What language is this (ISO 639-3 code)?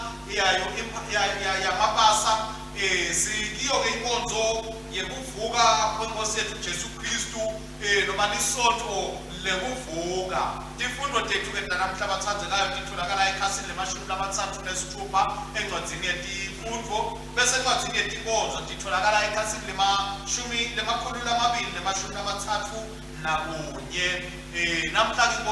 ssw